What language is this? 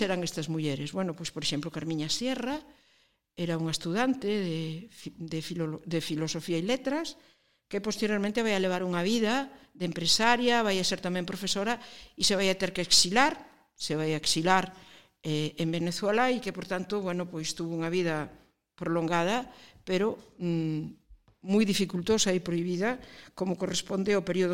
Galician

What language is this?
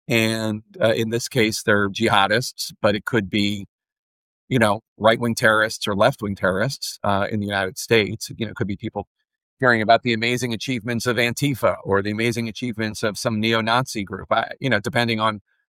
English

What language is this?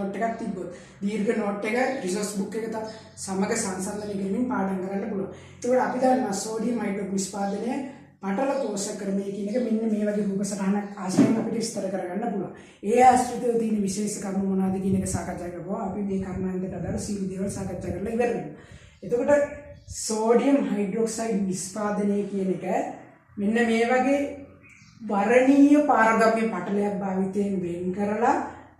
Sinhala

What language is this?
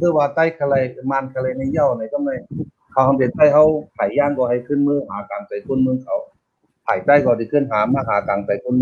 Shan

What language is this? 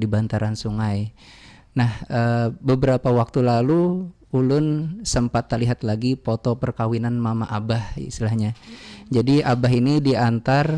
Banjar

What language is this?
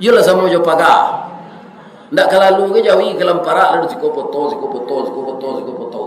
Minangkabau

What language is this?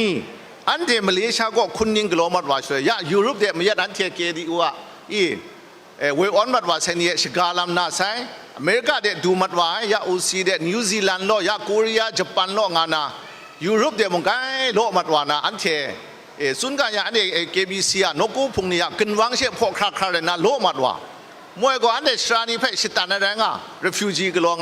Kachin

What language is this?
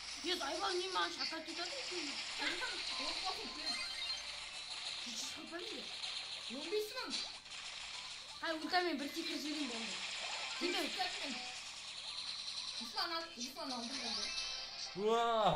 Kazakh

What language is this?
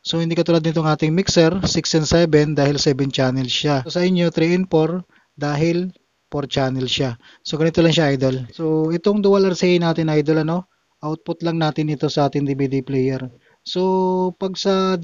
Filipino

